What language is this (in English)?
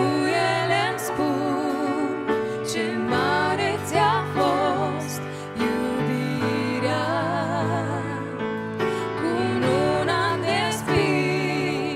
Romanian